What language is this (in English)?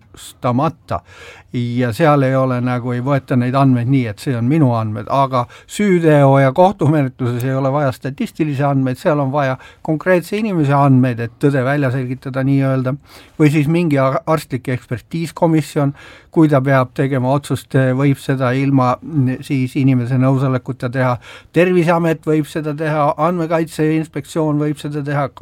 Estonian